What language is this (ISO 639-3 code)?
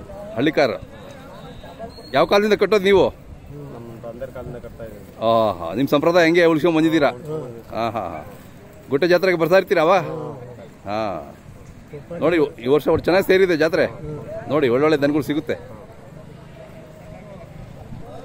kan